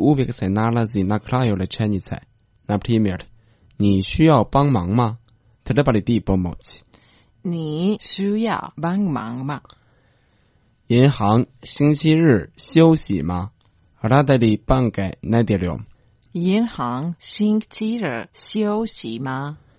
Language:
Croatian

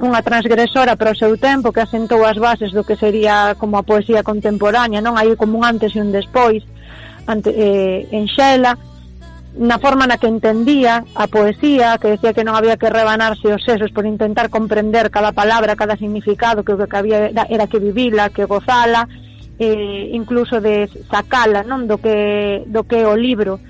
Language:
Galician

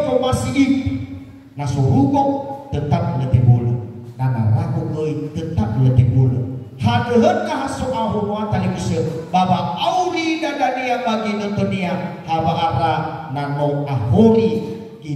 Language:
Nias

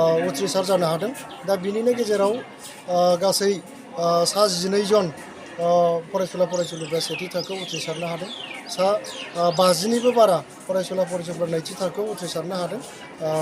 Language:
Bodo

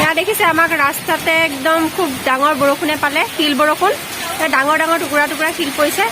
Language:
Assamese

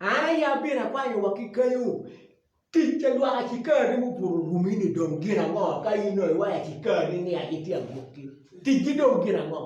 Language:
Acoli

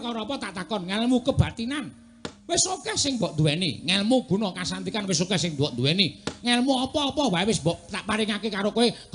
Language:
Javanese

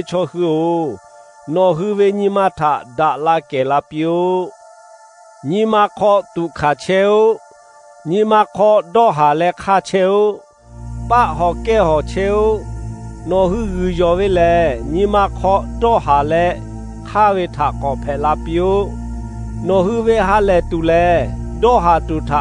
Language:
Lahu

